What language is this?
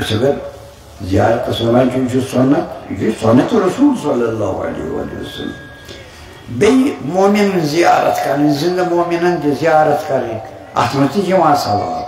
Kashmiri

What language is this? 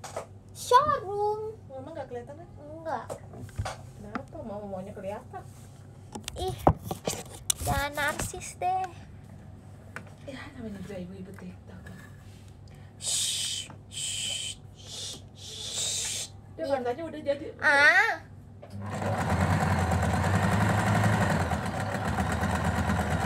Indonesian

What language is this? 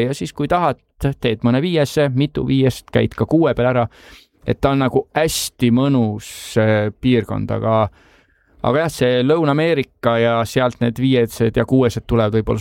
Estonian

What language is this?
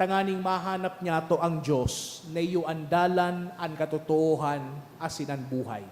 Bikol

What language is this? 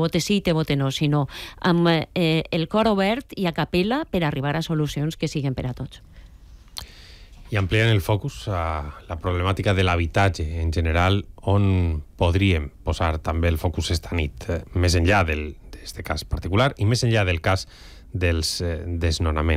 Catalan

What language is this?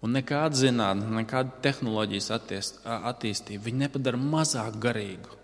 Latvian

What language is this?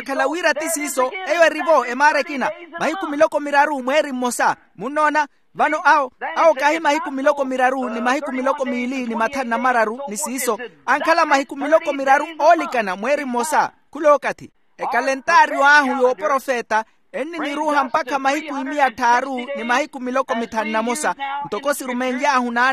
Makhuwa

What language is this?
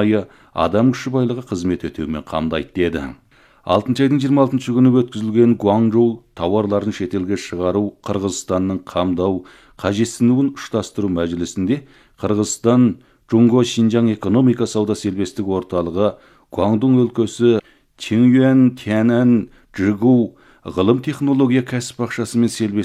Kazakh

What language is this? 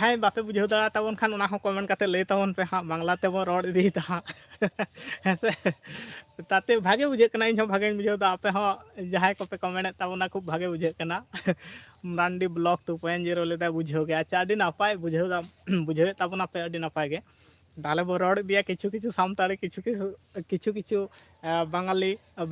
Santali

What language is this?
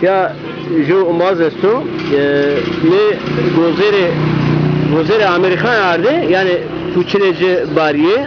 Zaza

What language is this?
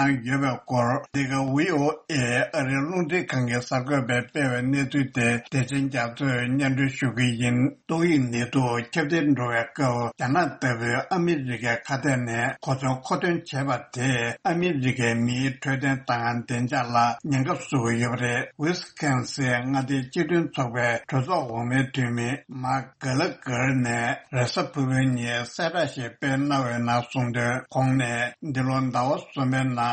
Tibetan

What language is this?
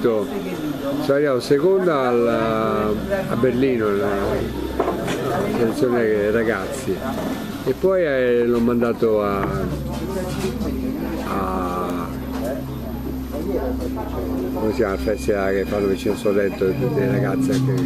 Italian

